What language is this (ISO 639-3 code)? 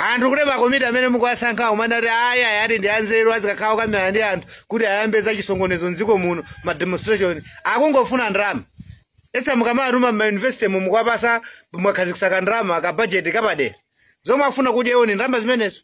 nya